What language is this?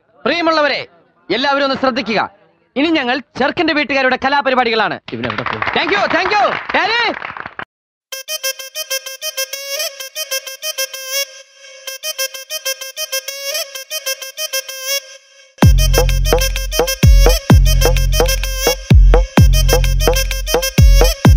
Malayalam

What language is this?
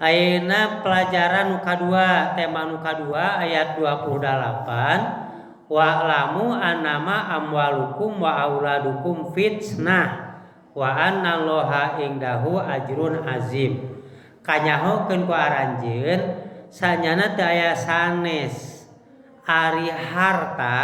Sundanese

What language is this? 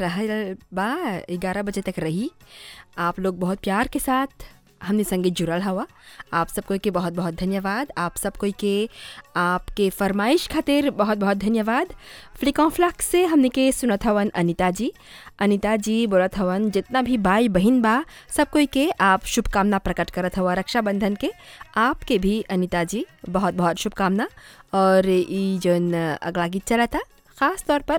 Bhojpuri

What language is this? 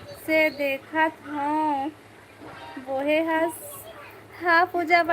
Chhattisgarhi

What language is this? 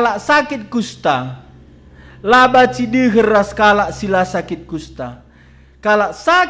Batak Karo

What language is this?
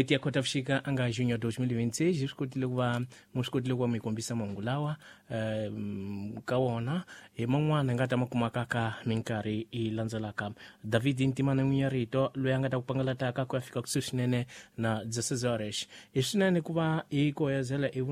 Tsonga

